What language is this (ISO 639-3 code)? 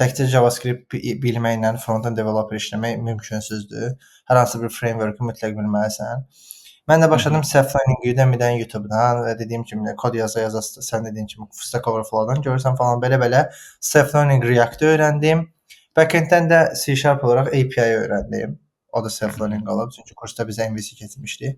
aze